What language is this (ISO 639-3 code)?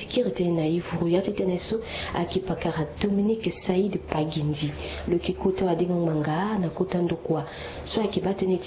sag